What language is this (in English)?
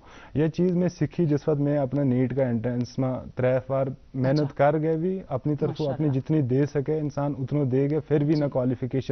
Gujari